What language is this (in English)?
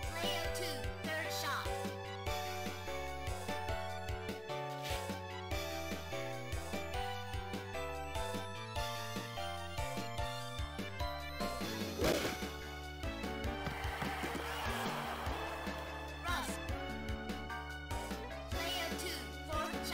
English